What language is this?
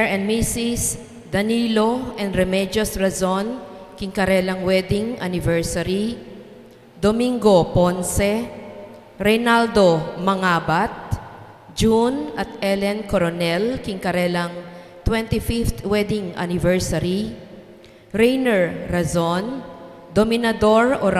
Pampanga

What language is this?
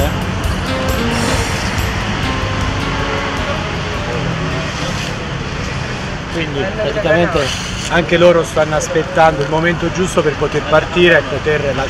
Italian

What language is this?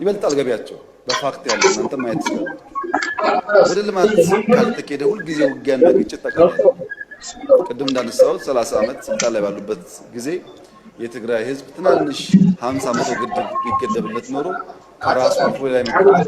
Amharic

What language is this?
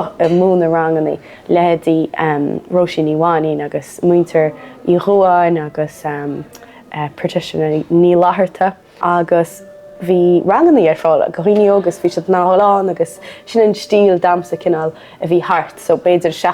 Irish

